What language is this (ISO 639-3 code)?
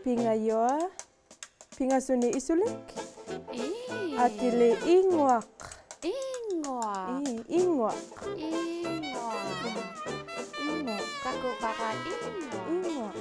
iku